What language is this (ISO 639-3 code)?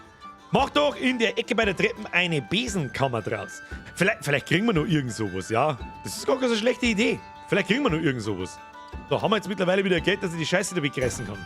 bar